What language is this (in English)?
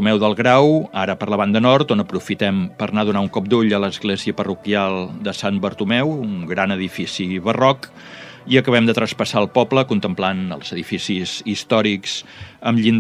Catalan